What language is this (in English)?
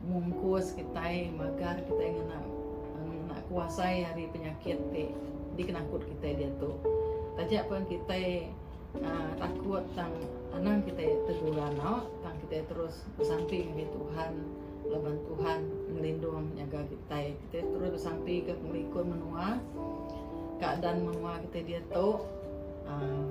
Iban